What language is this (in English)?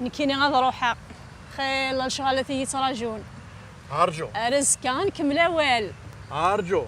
Kabyle